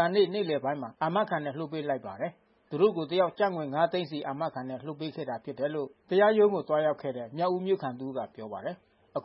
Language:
Burmese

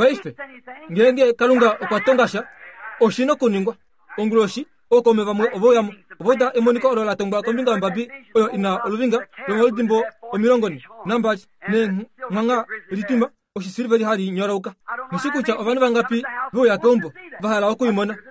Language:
Kuanyama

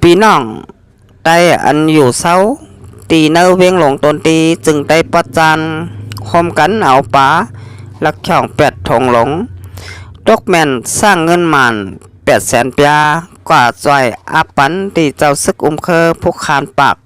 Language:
Shan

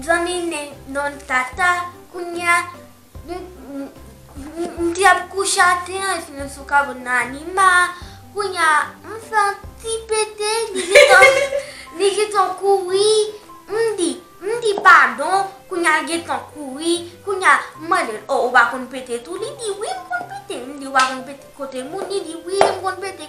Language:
Haitian Creole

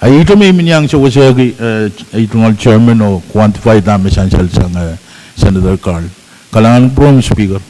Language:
Pohnpeian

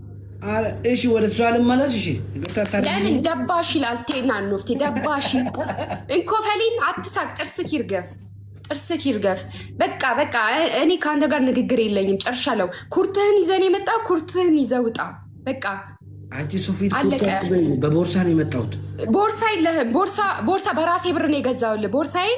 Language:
Amharic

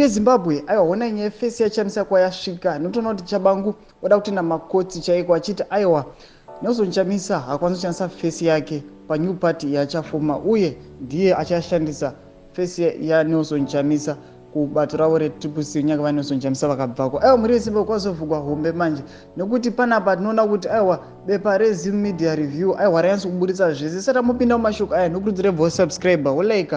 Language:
Shona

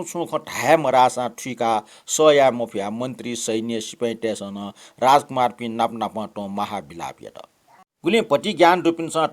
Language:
Newari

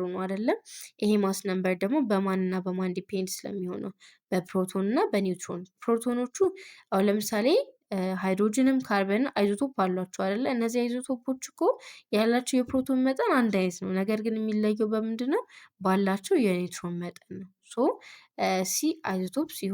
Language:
Amharic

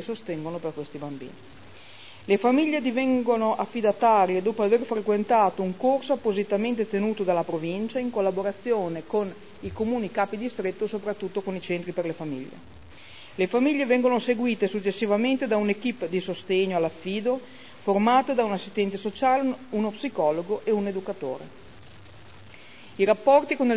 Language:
Italian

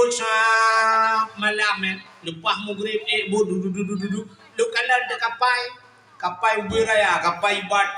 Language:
Achinese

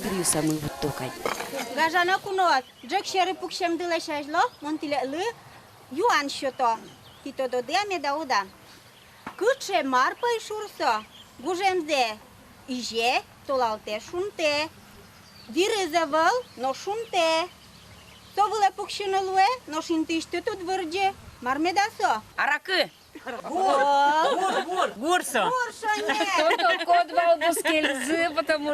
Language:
Udmurt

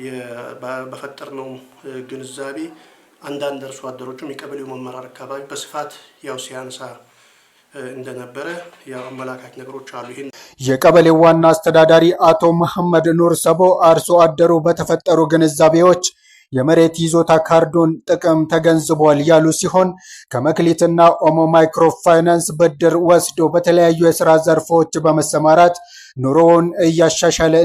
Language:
Amharic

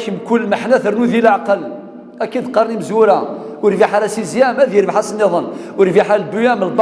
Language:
Kabyle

